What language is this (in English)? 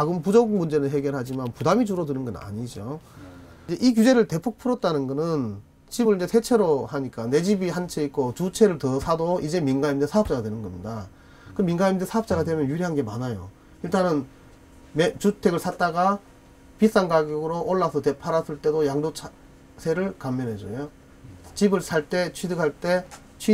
Korean